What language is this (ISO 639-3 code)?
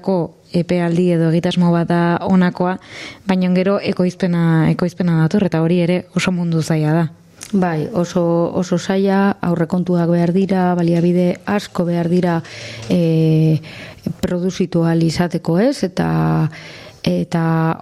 eus